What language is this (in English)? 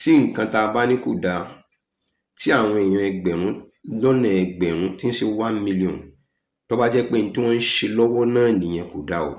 Yoruba